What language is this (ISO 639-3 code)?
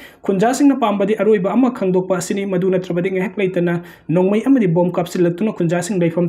mni